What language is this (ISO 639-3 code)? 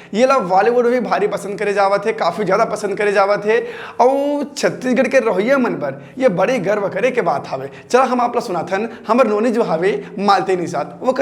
hne